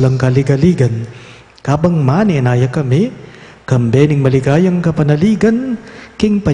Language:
Pampanga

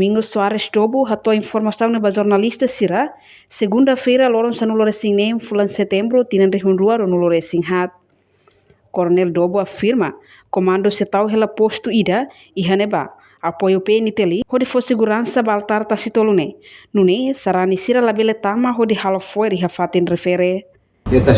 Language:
Tetum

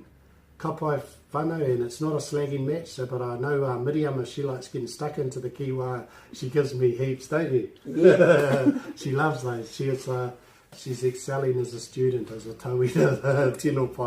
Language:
Māori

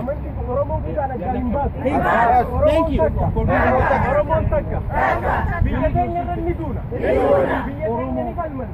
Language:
Oromo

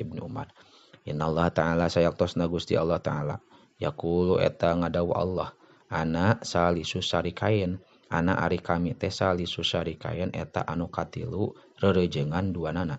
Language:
Sundanese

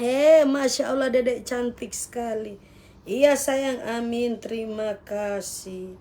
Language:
Manado Malay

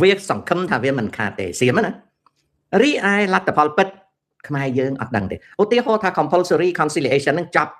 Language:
Khmer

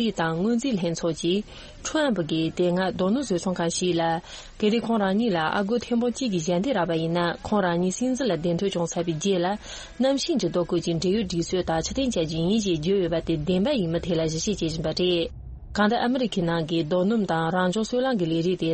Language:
Tibetan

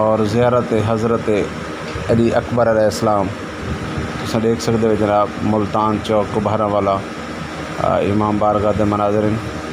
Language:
Saraiki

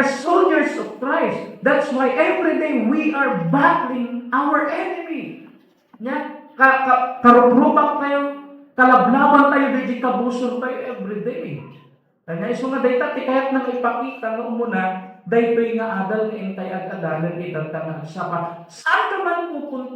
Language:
Iloko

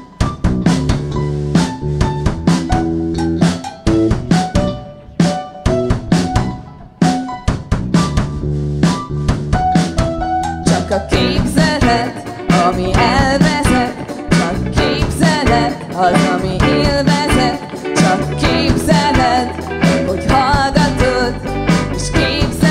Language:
Hungarian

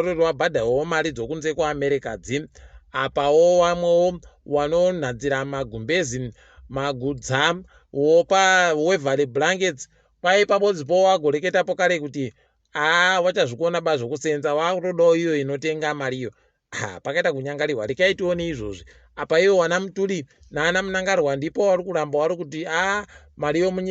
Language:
Ndau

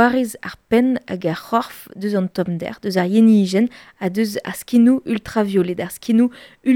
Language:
Breton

